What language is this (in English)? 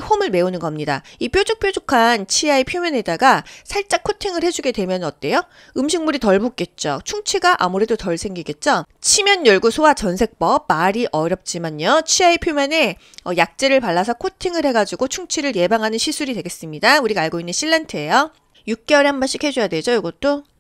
Korean